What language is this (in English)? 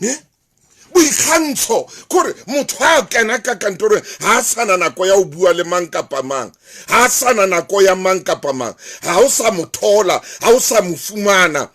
Southern Sotho